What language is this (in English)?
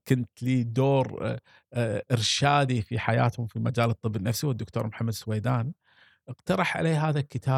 Gulf Arabic